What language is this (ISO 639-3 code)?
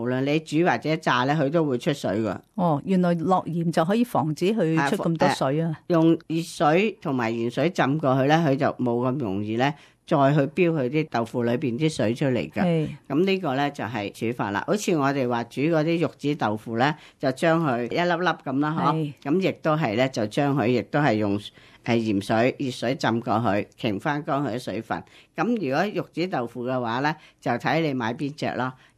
yue